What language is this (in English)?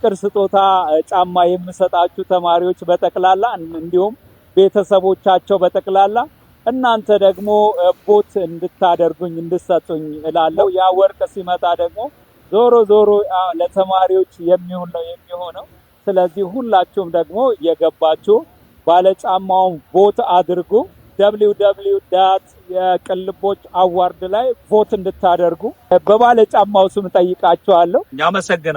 Amharic